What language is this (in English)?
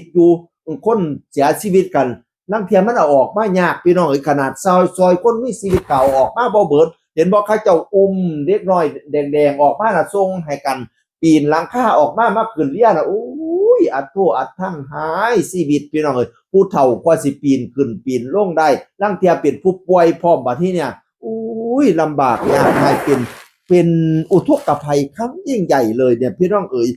Northeastern Thai